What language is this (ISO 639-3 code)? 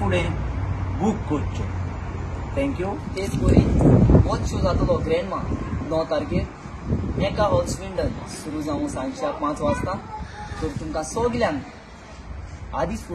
kok